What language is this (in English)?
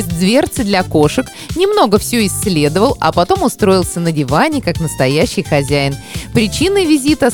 Russian